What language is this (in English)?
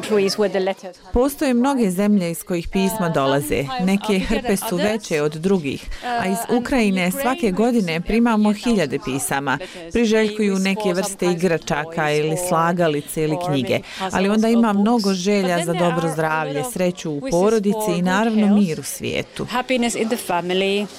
Bosnian